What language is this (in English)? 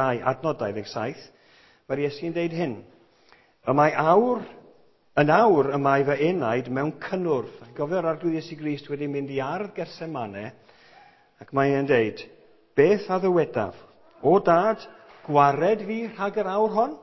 Welsh